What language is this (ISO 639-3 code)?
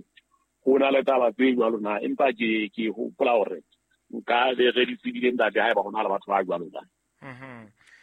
sot